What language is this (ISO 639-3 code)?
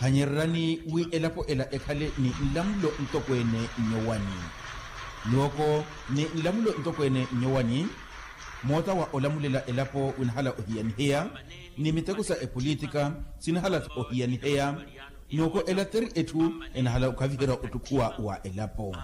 vmw